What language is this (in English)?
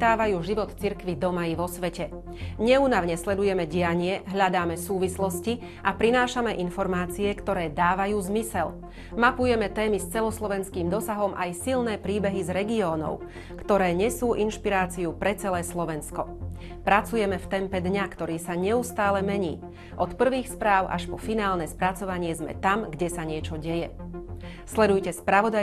Slovak